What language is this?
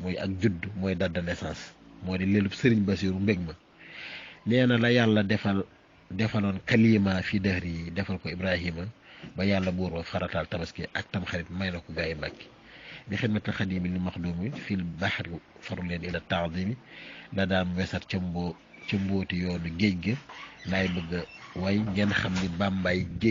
Wolof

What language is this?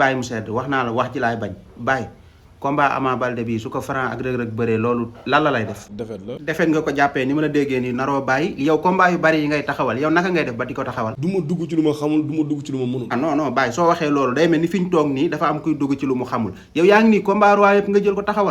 Wolof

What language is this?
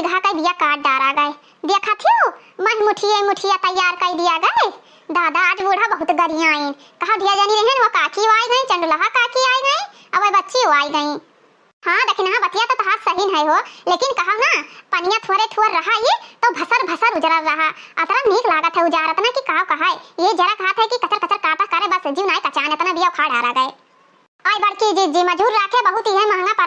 Awadhi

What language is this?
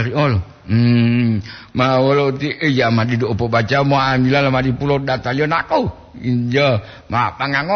Gorontalo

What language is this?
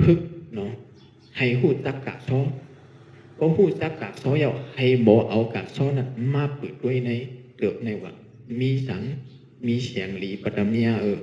Shan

